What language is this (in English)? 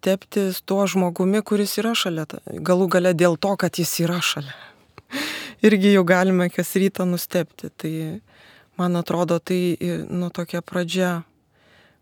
Lithuanian